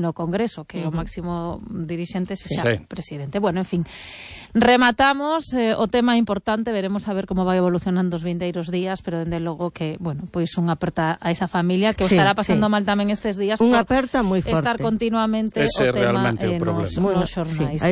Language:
Galician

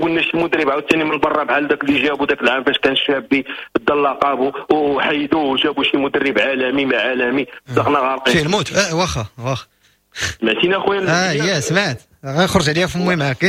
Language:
Moroccan Arabic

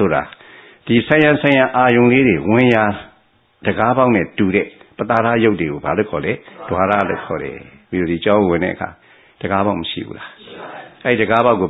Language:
Burmese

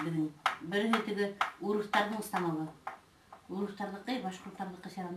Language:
Bashkir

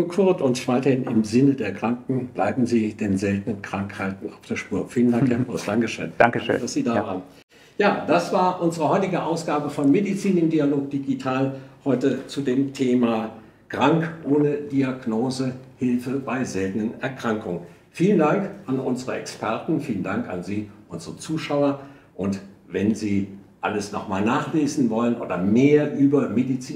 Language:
German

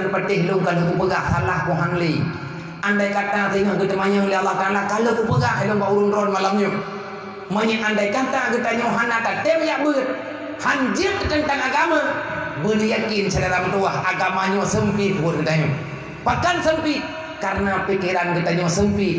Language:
Achinese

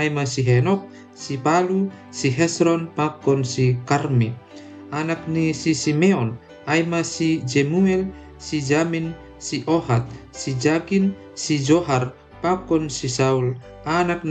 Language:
Batak Simalungun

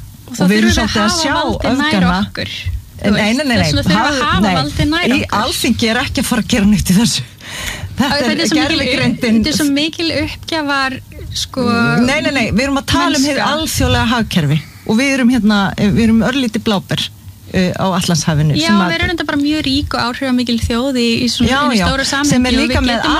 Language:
Icelandic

